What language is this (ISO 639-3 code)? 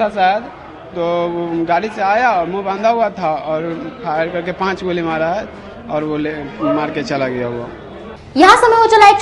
hin